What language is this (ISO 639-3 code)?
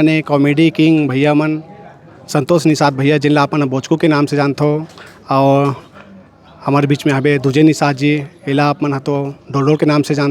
hne